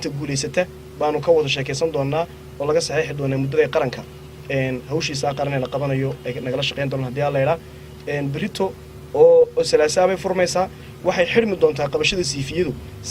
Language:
Somali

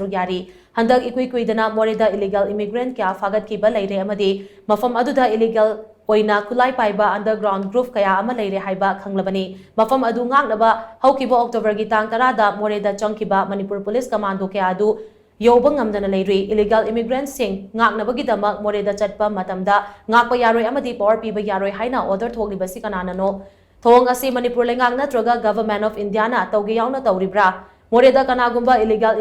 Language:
Manipuri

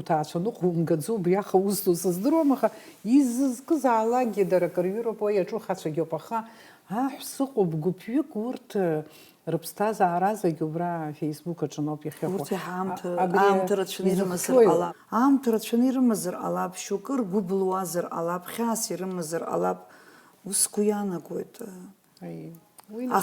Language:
Abkhazian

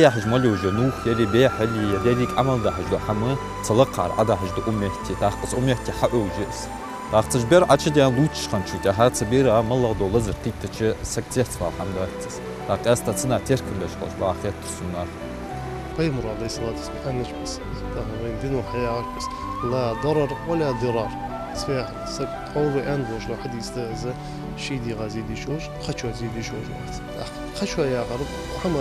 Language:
Ingush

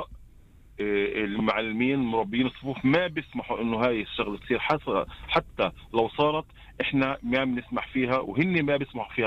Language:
North Levantine Arabic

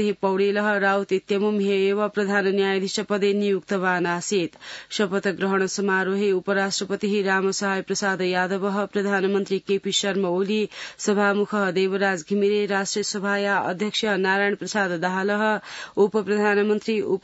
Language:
Sanskrit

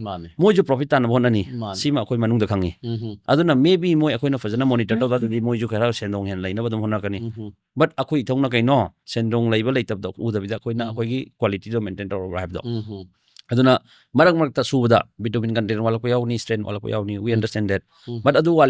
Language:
Manipuri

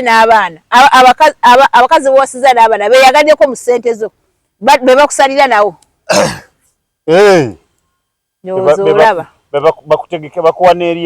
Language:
Ganda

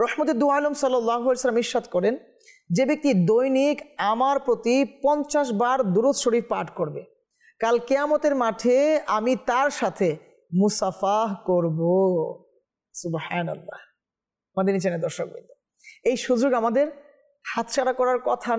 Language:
Bangla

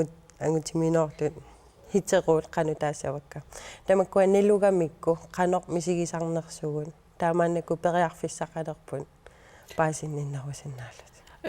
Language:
Kalaallisut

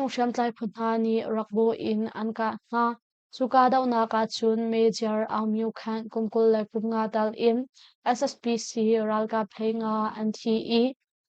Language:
Hakha Chin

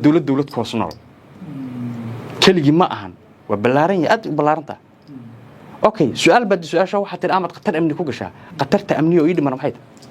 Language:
Somali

